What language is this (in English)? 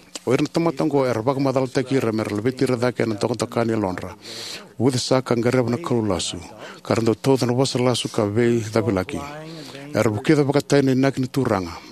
Fijian